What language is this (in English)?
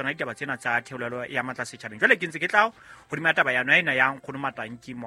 Southern Sotho